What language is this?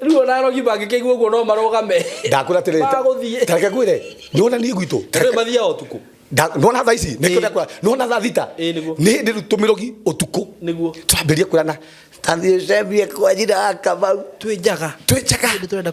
Kikuyu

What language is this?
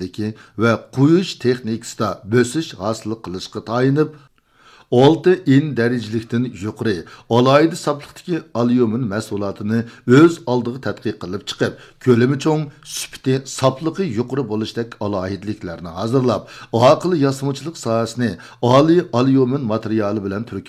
Uyghur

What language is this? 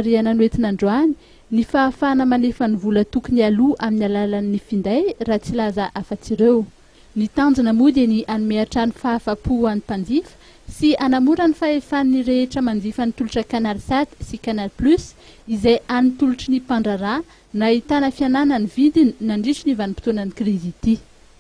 Malagasy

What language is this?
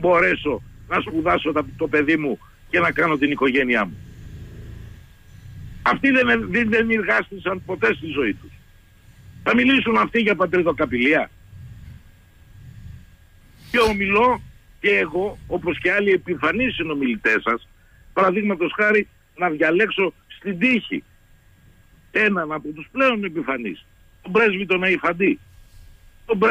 Greek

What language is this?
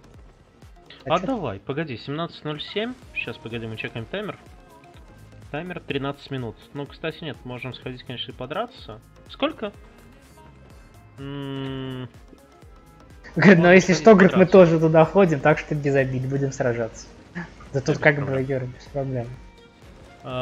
Russian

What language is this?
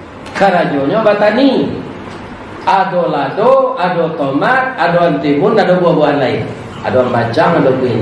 Minangkabau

